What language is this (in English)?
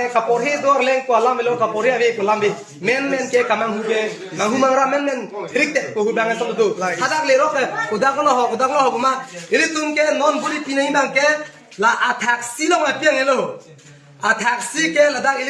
Karbi